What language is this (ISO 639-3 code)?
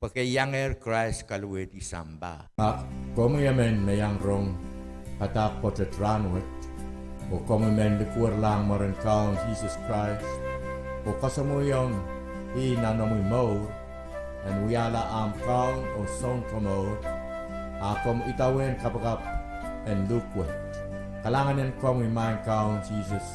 pon